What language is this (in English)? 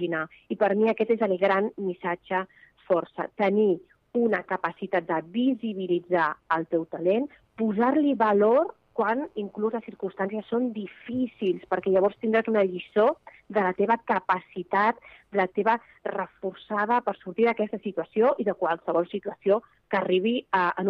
Catalan